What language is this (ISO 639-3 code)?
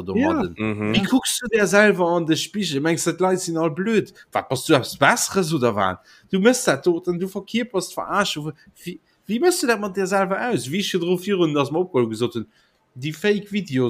ltz